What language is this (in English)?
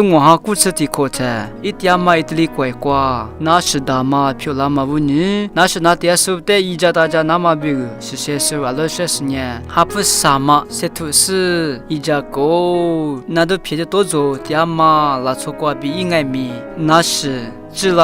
Lisu